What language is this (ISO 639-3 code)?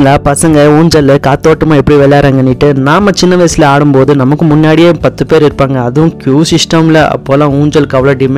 tam